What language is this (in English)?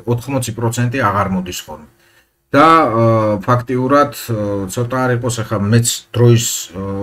Georgian